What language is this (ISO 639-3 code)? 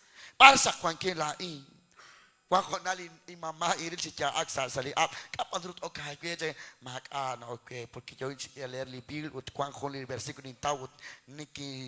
kek